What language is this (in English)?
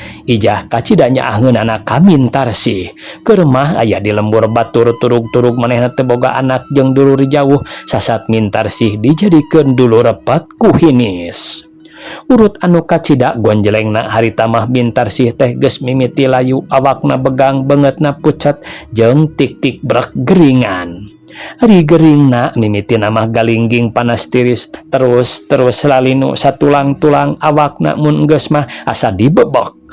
Sundanese